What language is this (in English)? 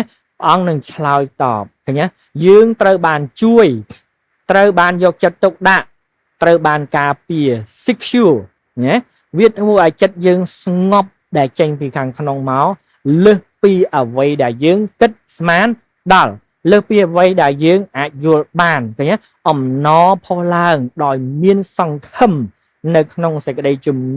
Khmer